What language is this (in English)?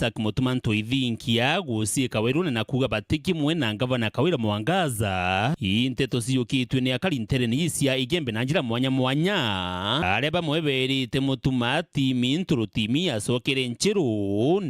Meru